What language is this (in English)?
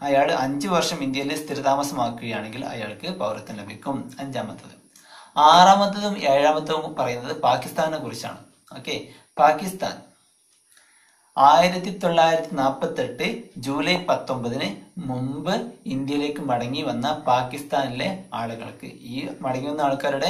Malayalam